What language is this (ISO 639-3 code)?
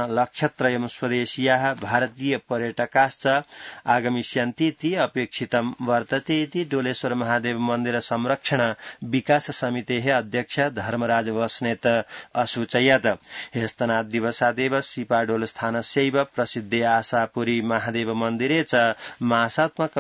san